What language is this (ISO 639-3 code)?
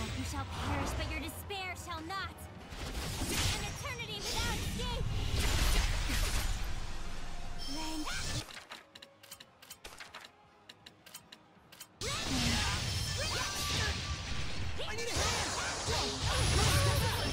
eng